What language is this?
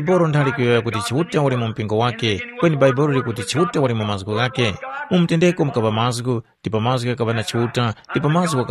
Tumbuka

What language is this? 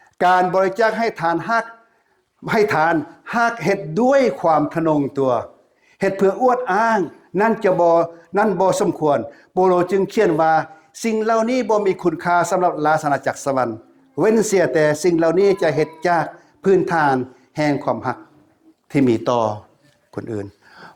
Lao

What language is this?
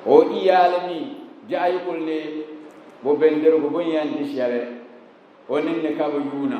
Dagbani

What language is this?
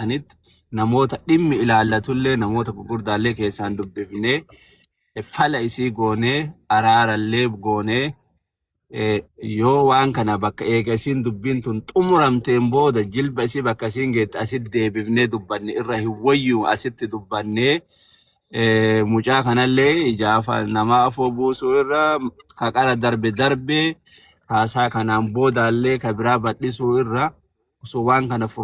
Oromo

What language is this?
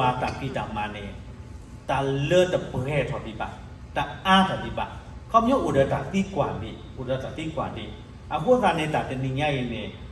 S'gaw Karen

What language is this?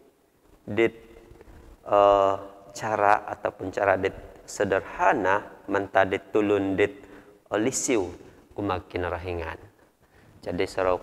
Central Dusun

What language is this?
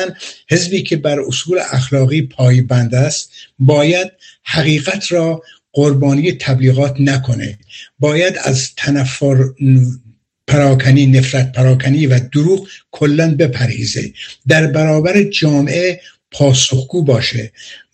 Persian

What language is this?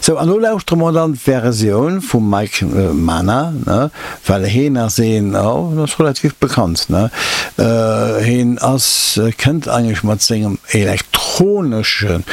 Luxembourgish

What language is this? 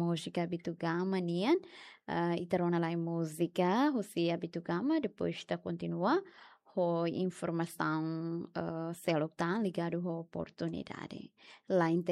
Tetum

